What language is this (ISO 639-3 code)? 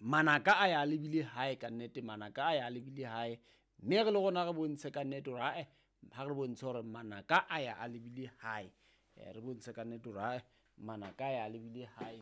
sot